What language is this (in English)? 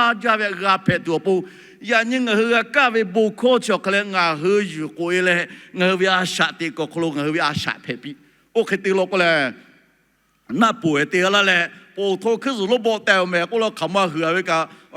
Lahu